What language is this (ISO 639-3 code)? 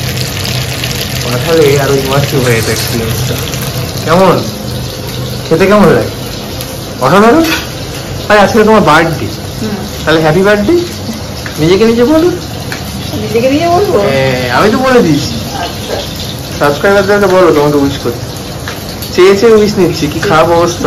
ben